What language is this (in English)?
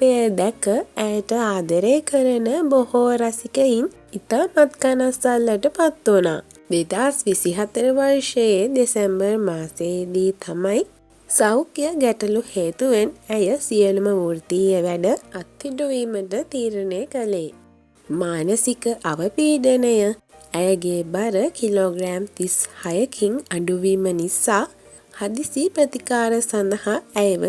Sinhala